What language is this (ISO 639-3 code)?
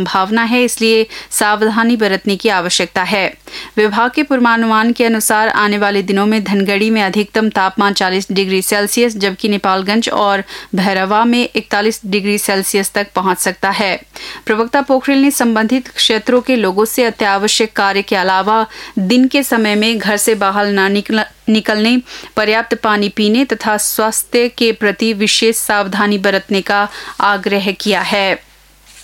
hin